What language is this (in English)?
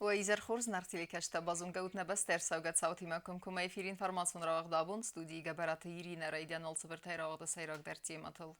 Ossetic